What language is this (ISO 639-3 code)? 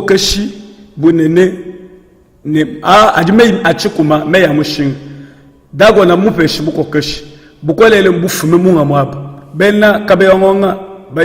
lua